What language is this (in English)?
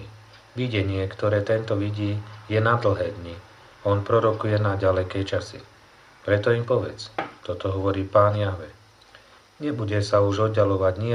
Slovak